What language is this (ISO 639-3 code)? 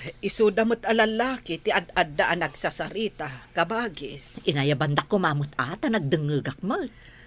ilo